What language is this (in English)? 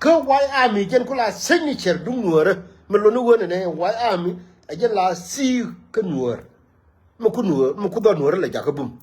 Nuer